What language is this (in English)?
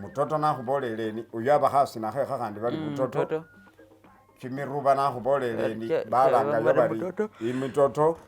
Masaaba